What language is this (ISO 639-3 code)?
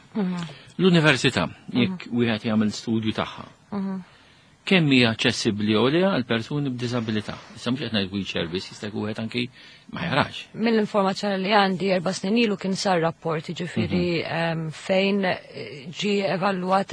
mlt